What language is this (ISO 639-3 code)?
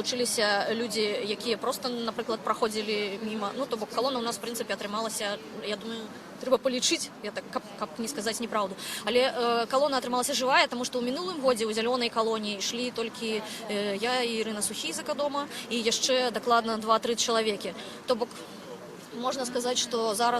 bel